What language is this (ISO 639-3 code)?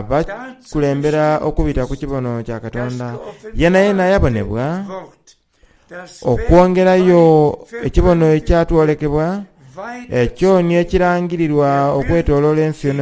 xog